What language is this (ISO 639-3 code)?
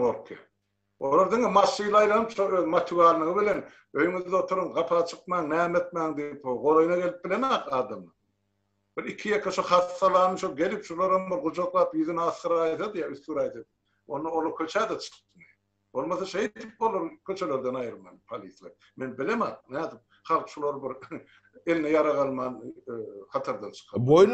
tuk